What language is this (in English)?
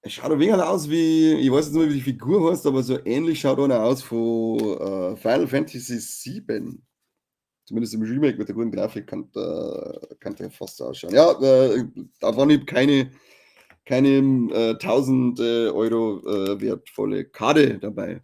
Bavarian